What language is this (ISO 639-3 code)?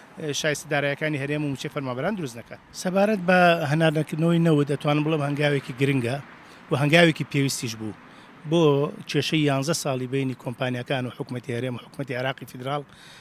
ckb